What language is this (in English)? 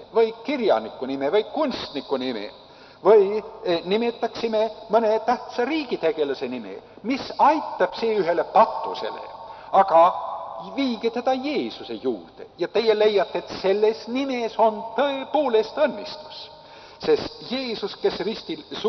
Estonian